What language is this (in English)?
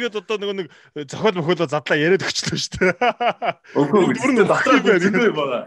Mongolian